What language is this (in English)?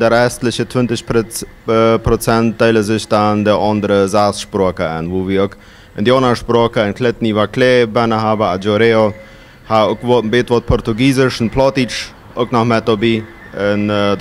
Plautdietsch